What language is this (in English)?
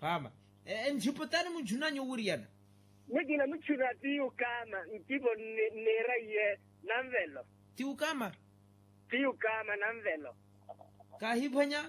Makhuwa